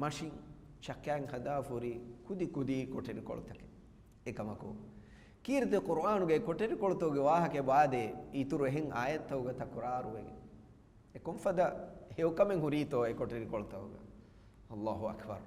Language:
Divehi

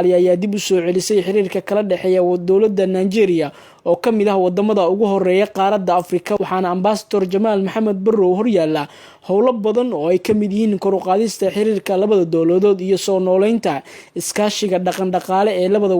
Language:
Somali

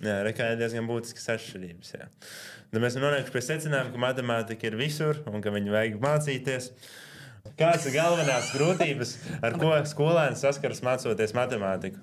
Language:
Latvian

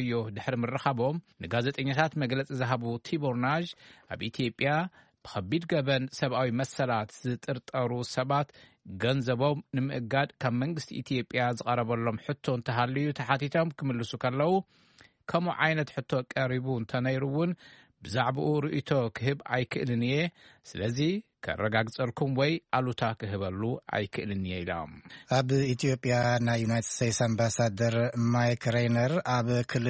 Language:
Tigrinya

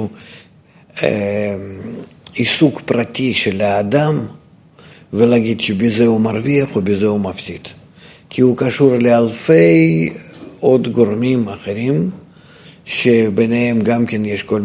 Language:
Hebrew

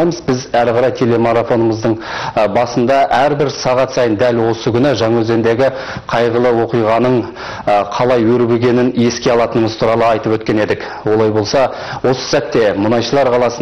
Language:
Kazakh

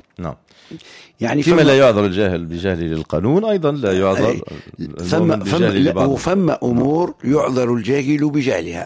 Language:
Tunisian Arabic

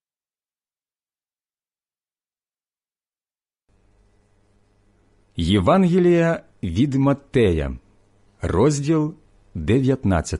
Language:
Ukrainian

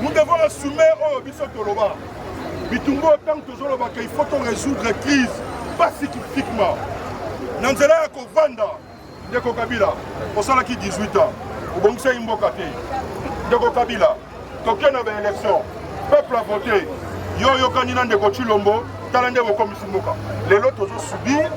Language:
Lingala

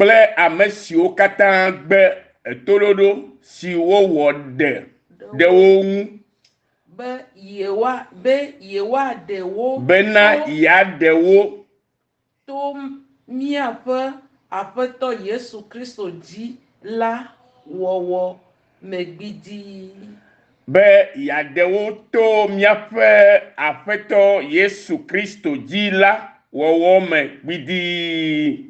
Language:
Ewe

